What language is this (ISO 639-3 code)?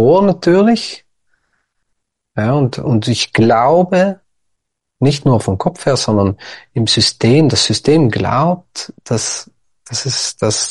deu